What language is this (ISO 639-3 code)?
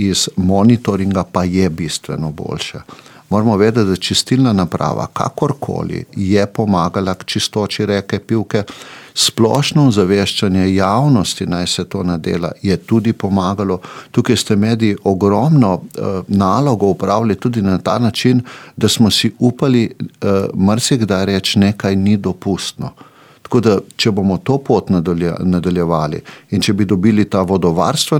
slv